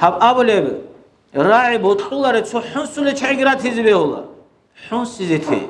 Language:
Avaric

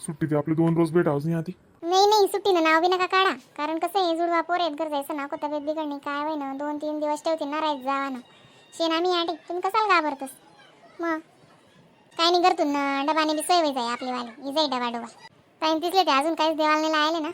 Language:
Khandesi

